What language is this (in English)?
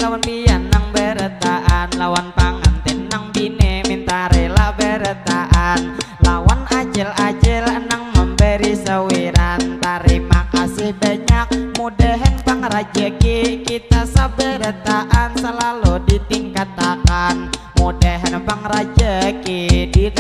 Banjar